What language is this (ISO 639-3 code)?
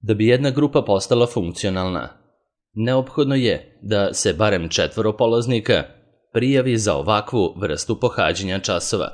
srp